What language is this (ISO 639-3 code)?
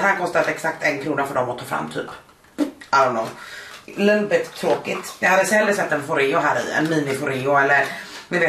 swe